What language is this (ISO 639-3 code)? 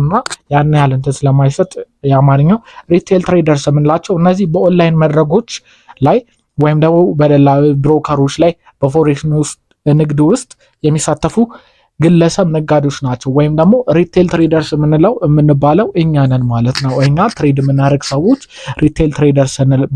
amh